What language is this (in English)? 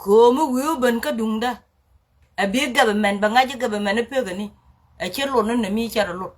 Nuer